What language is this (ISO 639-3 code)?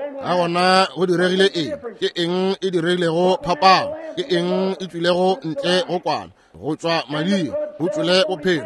nso